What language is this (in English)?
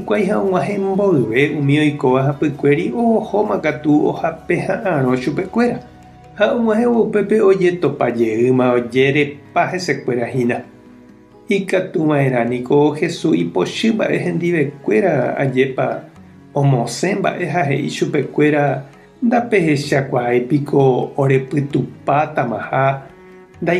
Guarani